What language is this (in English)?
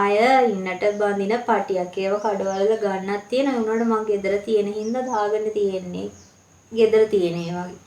Sinhala